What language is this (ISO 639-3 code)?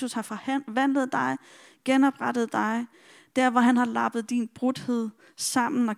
dan